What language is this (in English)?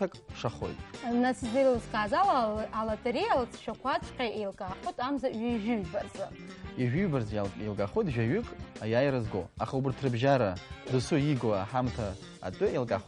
Abkhazian